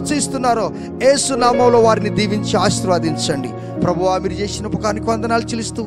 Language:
Telugu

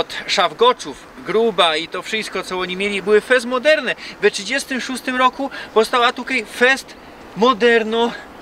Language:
Silesian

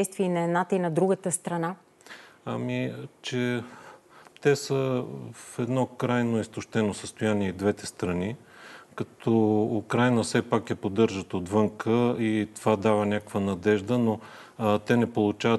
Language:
Bulgarian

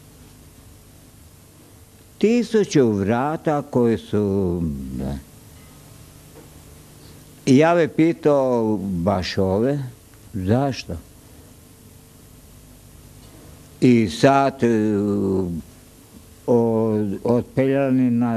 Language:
Croatian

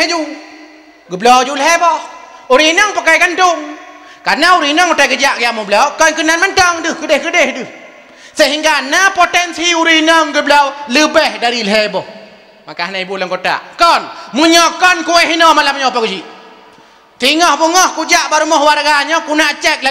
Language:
Achinese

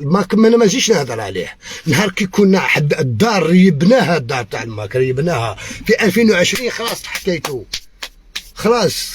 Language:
Algerian Arabic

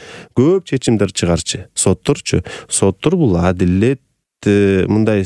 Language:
Kyrgyz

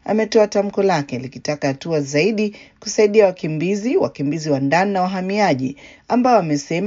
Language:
Swahili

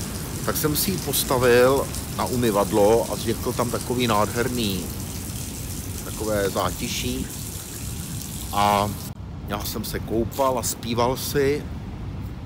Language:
Czech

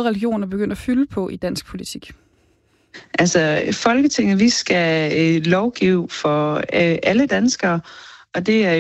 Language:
Danish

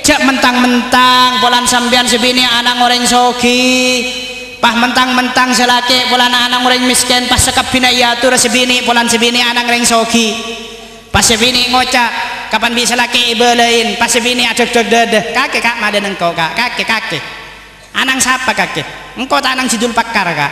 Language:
Madurese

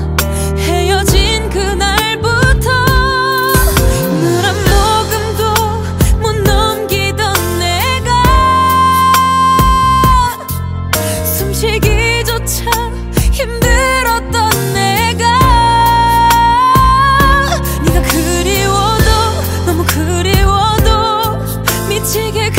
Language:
Korean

